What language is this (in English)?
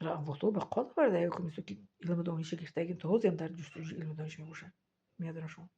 Tajik